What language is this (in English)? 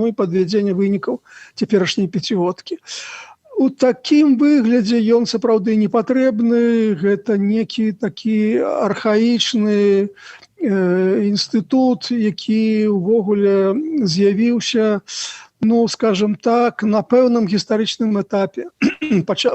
Belarusian